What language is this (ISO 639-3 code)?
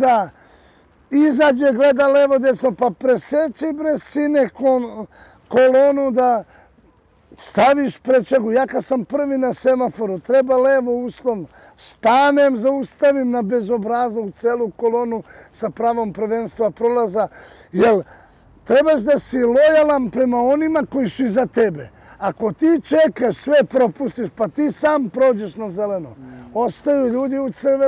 srp